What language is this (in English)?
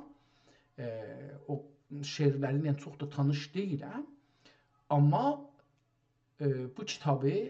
South Azerbaijani